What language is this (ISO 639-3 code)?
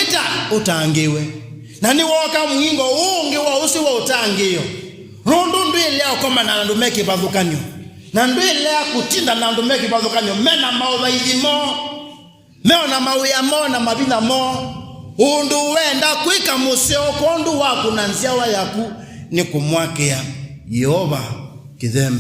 kam